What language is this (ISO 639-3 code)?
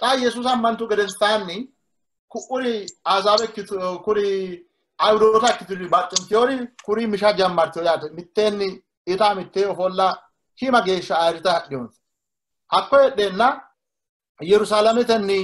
sid